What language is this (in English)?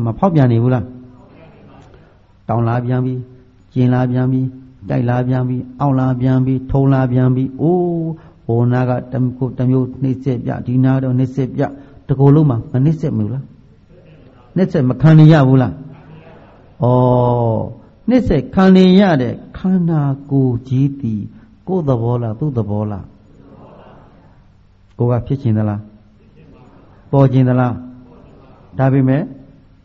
Burmese